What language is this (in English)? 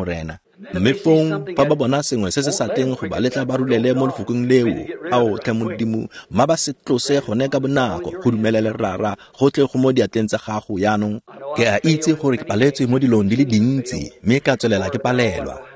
Tswana